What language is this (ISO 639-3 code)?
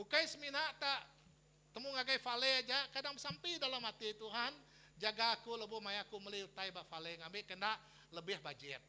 iba